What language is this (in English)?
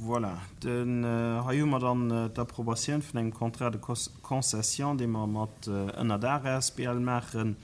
Luxembourgish